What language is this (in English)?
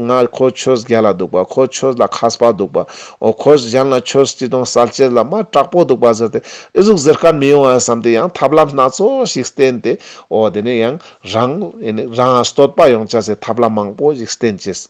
Ladakhi